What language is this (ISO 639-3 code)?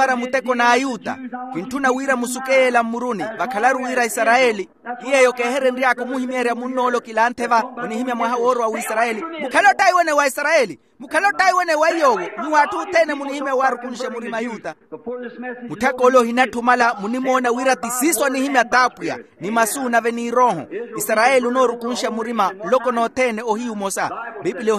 vmw